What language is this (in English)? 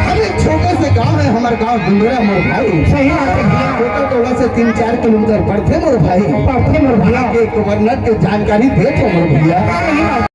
Chhattisgarhi